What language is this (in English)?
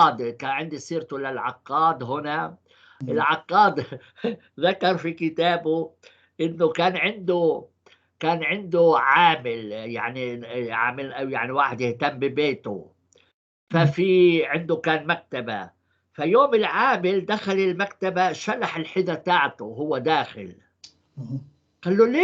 North Levantine Arabic